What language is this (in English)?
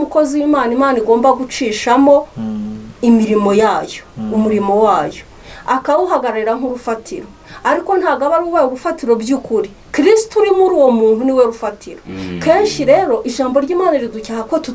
Kinyarwanda